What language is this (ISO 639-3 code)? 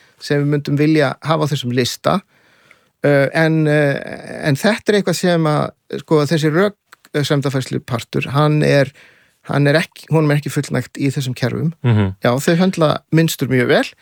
isl